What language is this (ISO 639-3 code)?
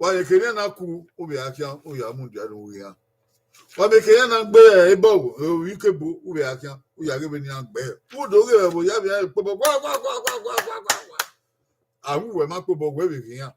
bin